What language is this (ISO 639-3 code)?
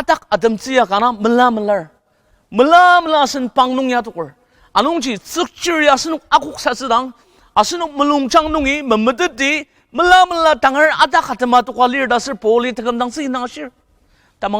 njo